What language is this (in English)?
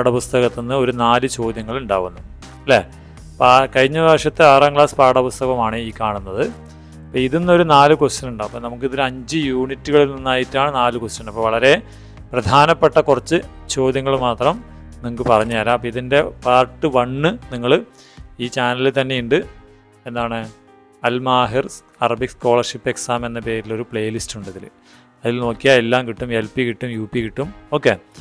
Malayalam